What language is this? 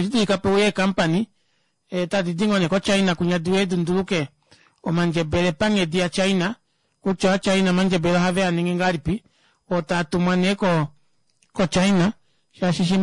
Kuanyama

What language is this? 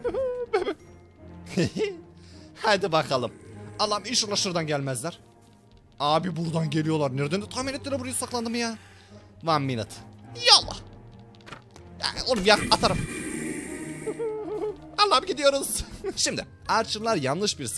Turkish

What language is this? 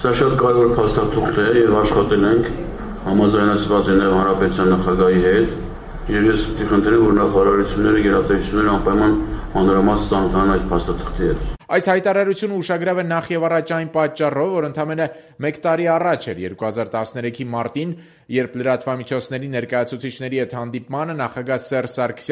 Armenian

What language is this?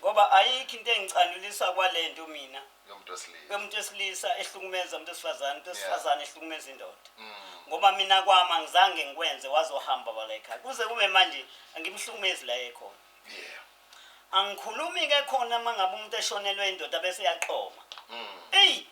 Zulu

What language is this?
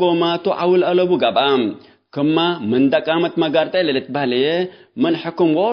Tigre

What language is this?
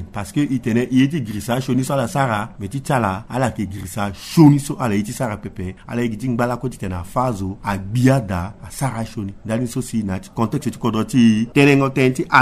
Sango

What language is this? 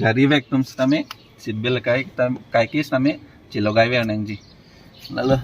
Karbi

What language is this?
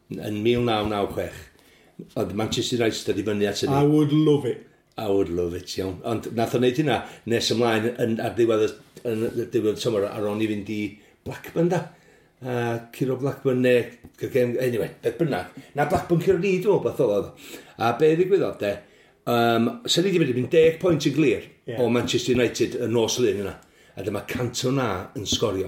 Welsh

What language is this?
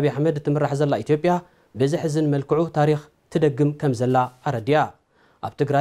Tigrinya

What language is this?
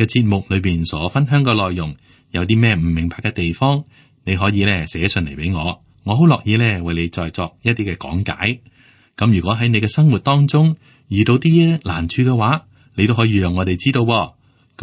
Cantonese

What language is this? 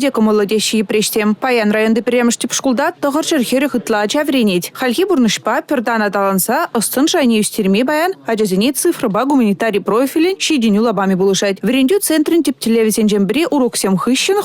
Chuvash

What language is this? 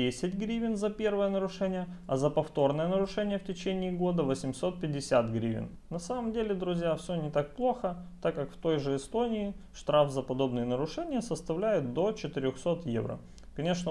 Russian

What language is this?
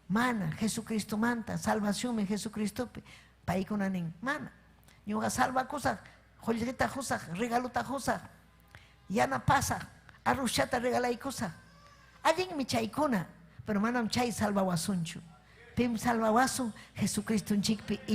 Ayacucho Quechua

